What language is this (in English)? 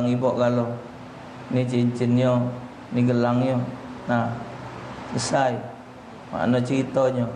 Musi